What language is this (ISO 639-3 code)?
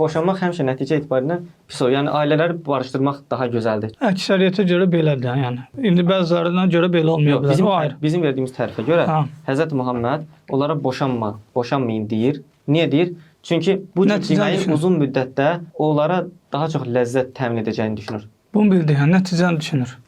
aze